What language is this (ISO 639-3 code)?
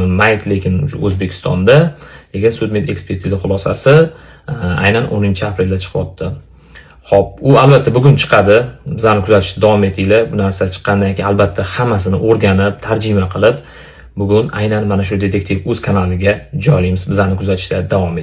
uzb